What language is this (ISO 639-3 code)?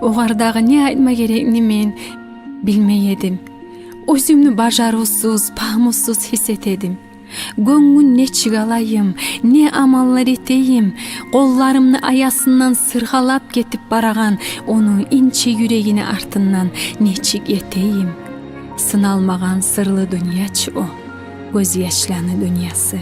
kum